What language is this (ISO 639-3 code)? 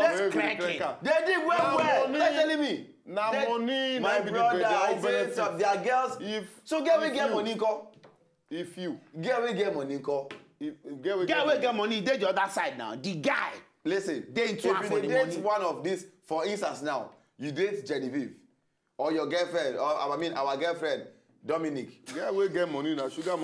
pcm